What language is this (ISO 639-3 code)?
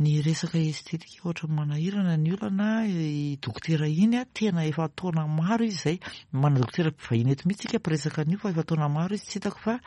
mlg